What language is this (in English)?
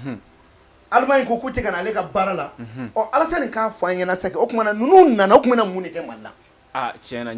Bambara